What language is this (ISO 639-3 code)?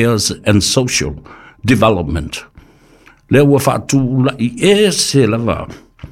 smo